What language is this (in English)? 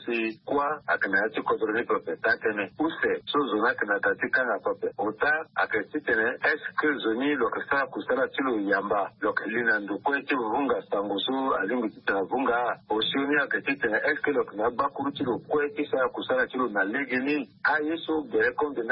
Sango